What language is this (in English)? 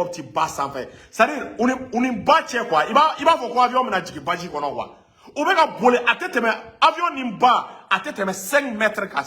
Bambara